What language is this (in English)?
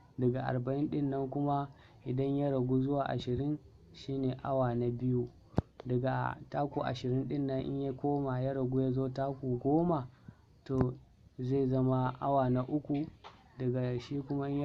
Hausa